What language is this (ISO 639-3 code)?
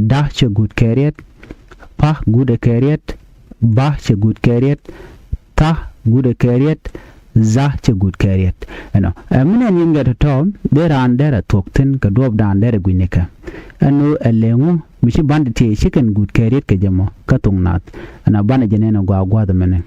nus